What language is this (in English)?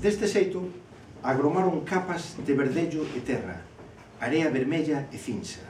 Galician